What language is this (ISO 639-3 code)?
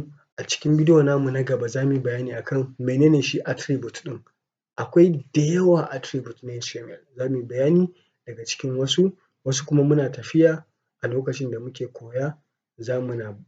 hau